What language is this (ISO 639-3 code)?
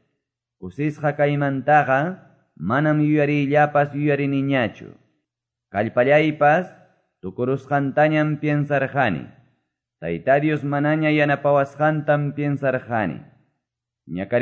que